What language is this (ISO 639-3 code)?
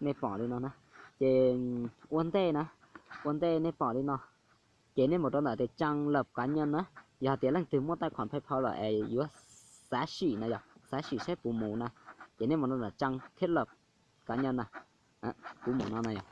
hmn